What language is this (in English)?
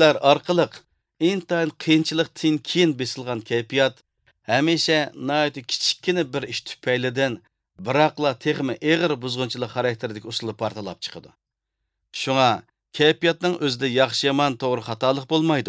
Uyghur